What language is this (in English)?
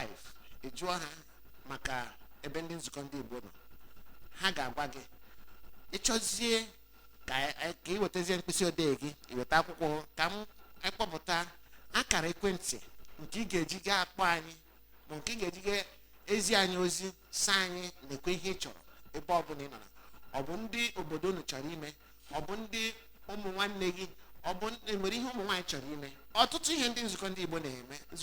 Igbo